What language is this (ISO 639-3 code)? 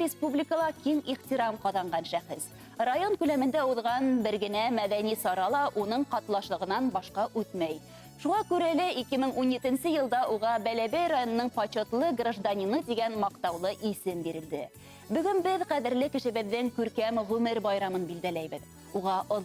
bak